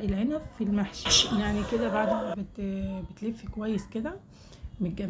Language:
Egyptian Arabic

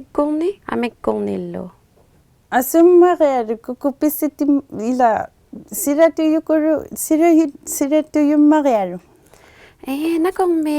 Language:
Inuktitut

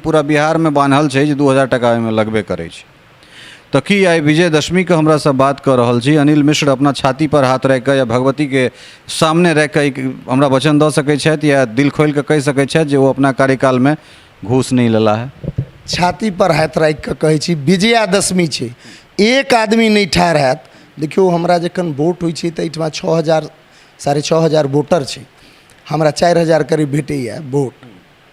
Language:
Maithili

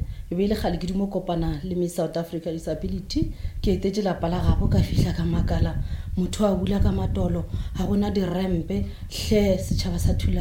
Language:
Northern Sotho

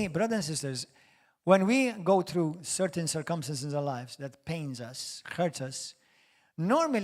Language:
English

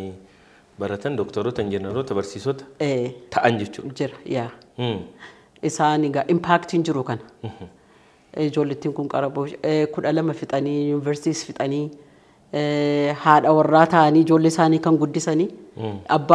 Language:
Oromo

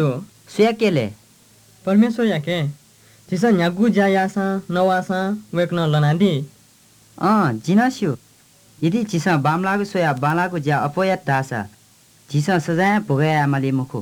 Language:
Newari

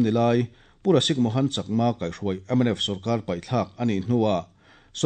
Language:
Mizo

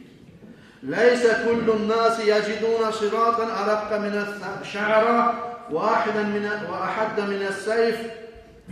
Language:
Kumyk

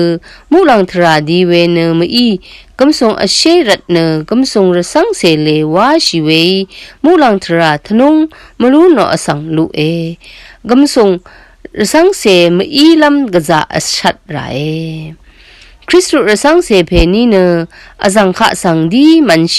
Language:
Rawang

